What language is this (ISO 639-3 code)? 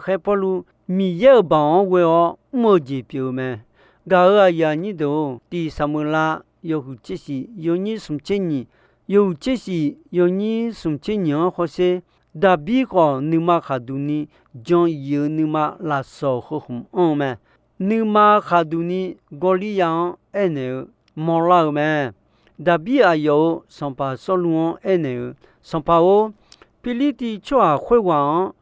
ahk